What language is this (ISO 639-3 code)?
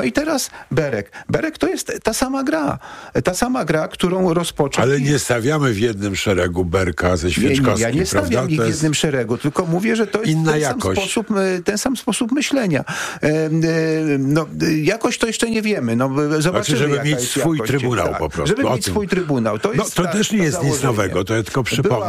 pol